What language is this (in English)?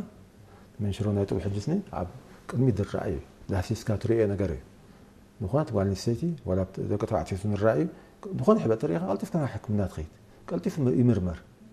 Tigrinya